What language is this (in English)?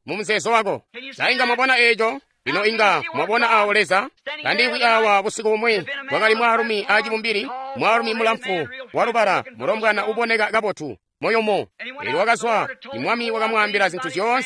Tonga (Zambia)